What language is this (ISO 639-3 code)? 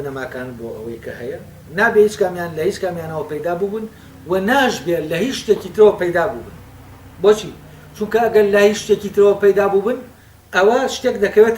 ckb